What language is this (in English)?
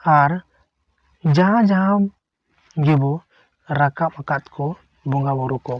Santali